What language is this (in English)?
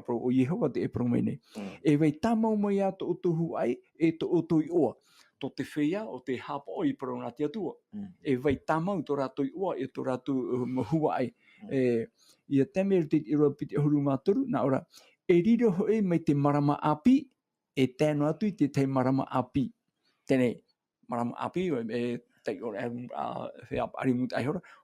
Tahitian